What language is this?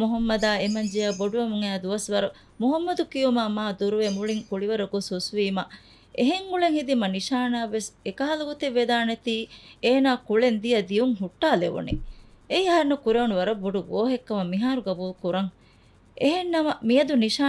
Divehi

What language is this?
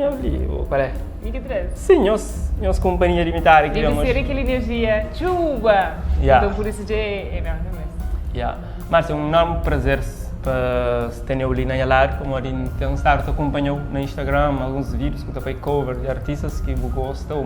Kabuverdianu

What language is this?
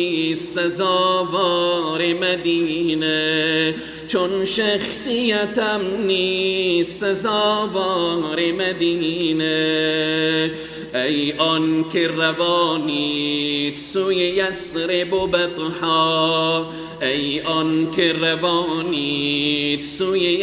Persian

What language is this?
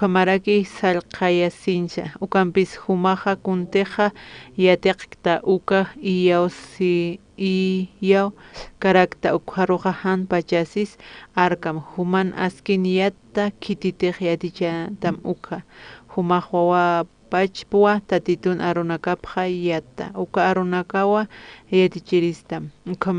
Aymara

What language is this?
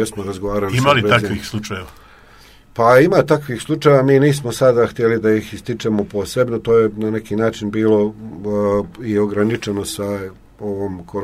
Serbian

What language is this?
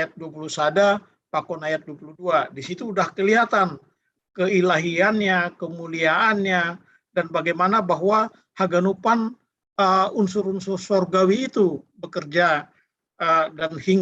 Batak Simalungun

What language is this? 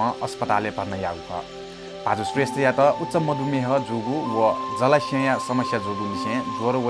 Newari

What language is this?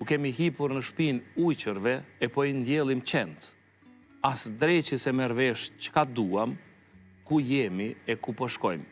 Albanian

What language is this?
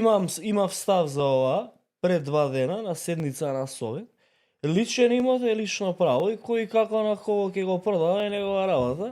Macedonian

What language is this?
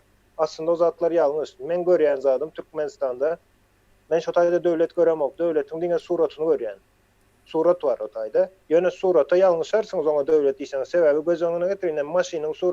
Turkmen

